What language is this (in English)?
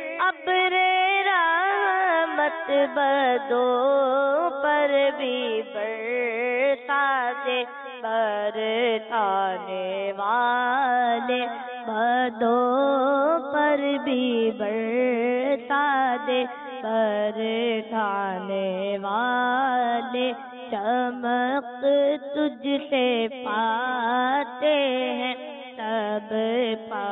Urdu